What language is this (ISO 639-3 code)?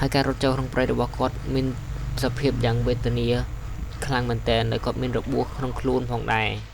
khm